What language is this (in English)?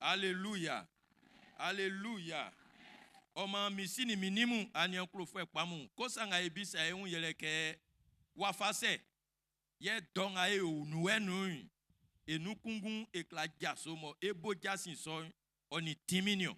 Baoulé